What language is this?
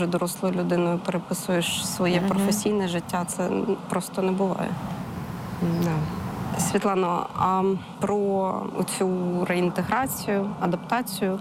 Ukrainian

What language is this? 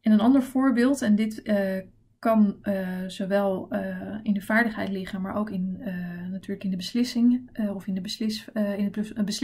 Dutch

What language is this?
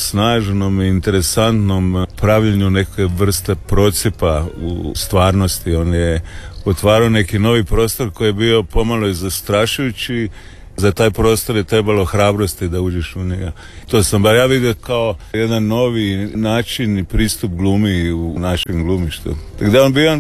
Croatian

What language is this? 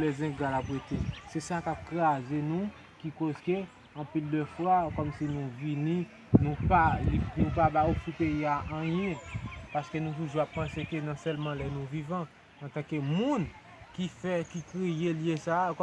Haitian Creole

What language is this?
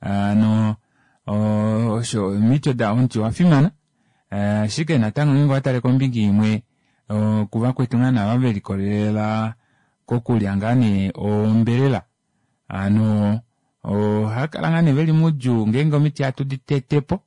Kuanyama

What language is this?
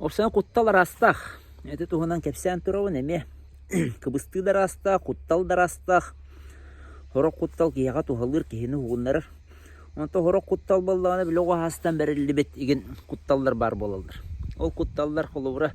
Yakut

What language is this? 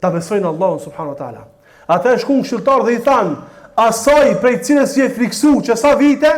Albanian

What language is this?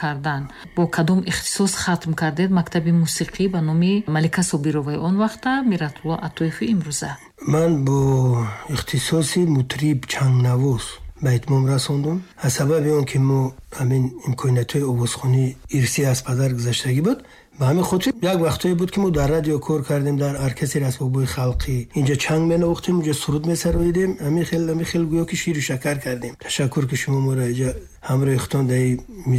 Tajik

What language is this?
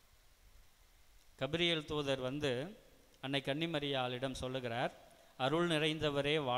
Tamil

